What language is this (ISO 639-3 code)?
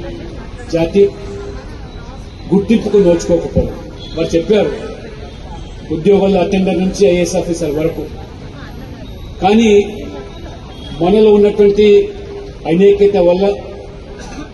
tel